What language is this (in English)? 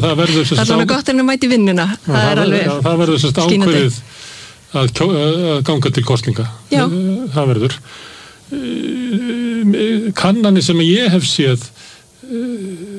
Icelandic